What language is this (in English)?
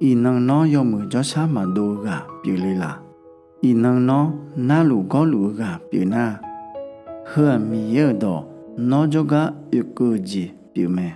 Akha